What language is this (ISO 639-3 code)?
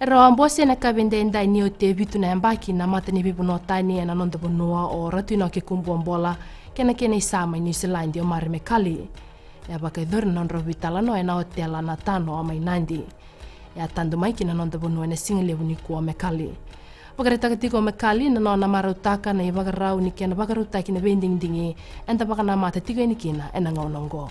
fij